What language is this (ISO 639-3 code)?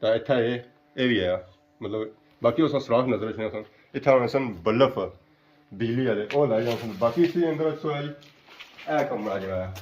phr